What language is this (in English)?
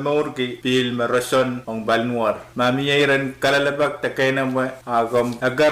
Pohnpeian